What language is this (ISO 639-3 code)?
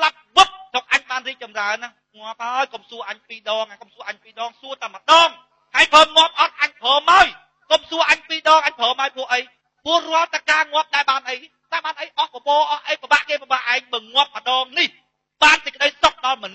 khm